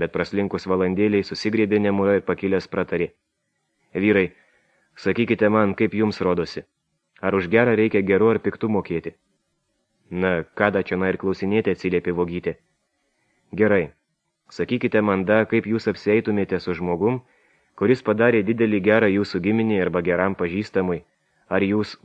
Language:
Lithuanian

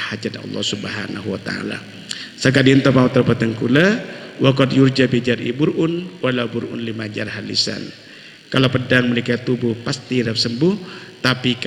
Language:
Madurese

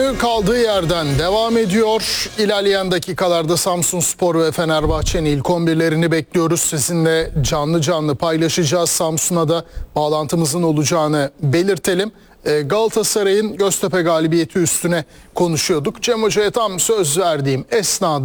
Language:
Turkish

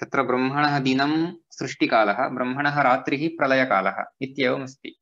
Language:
Sanskrit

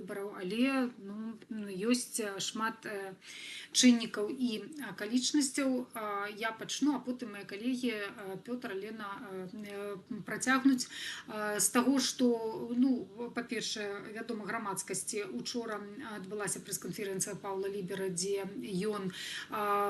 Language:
Belarusian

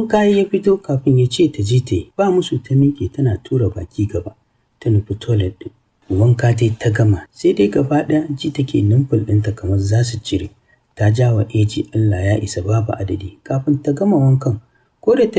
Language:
Hausa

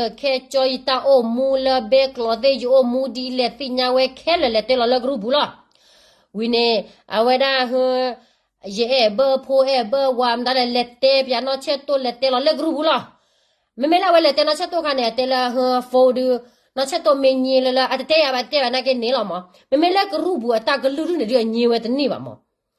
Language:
S'gaw Karen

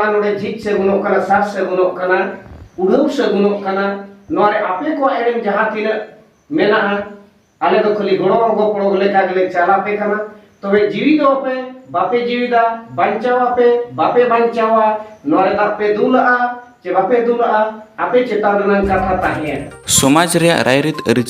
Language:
Santali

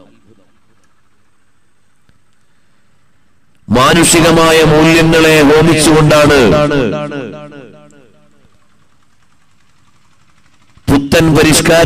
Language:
Malayalam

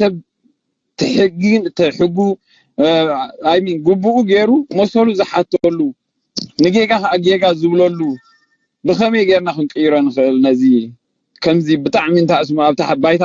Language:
Tigrinya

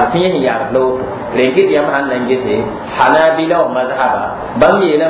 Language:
Mossi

